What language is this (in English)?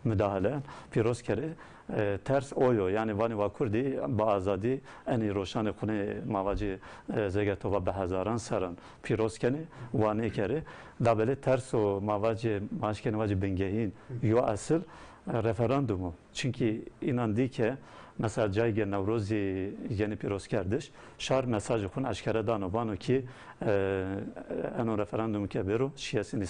Zaza